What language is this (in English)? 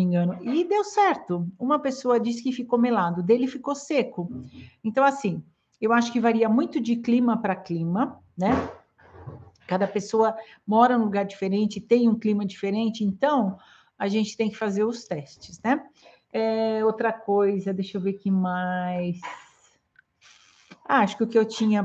Portuguese